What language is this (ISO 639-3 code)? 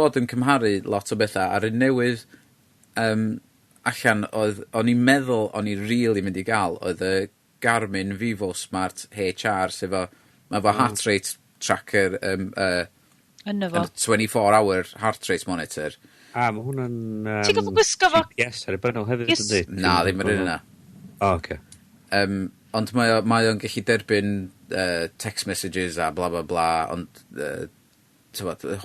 cym